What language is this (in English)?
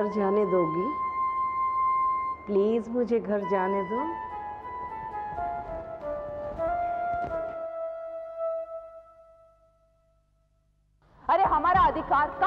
Hindi